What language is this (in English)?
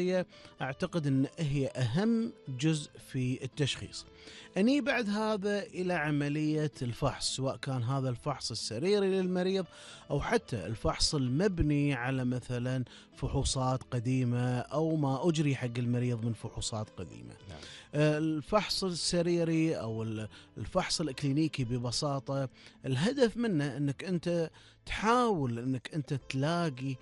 Gulf Arabic